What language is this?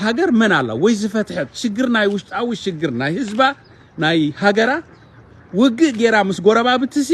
Tigrinya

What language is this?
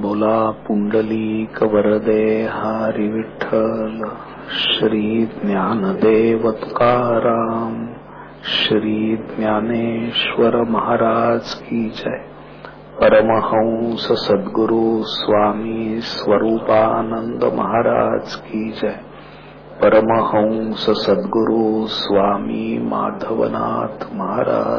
Marathi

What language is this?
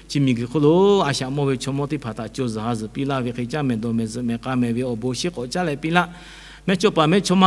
Lahu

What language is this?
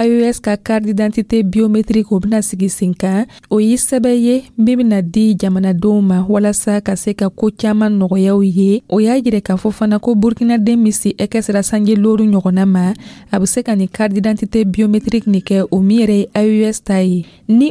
Dyula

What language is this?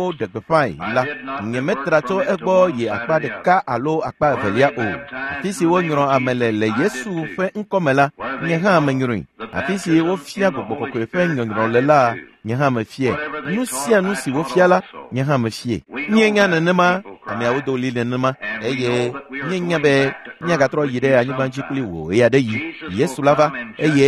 Ewe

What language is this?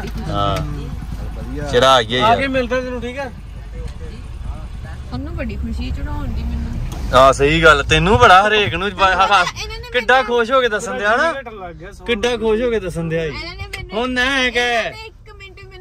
Punjabi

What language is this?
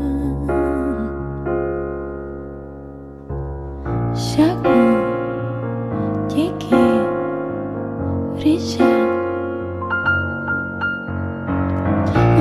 Basque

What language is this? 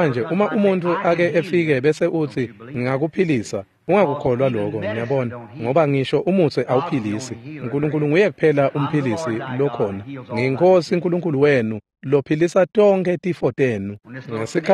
Swati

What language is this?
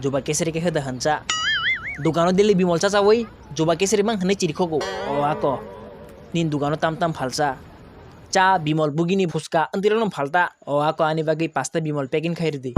Kok Borok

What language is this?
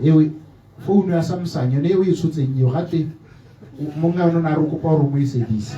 Tswana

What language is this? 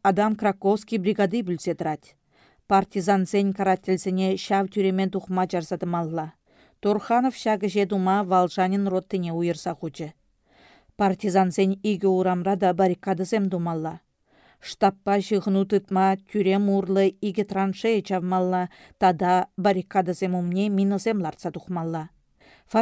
Chuvash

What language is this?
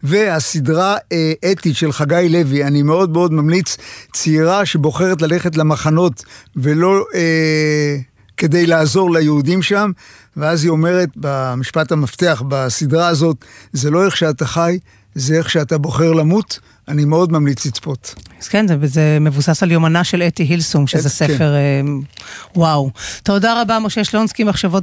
Hebrew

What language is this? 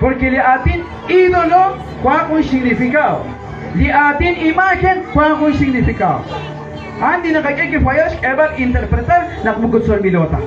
Kekchí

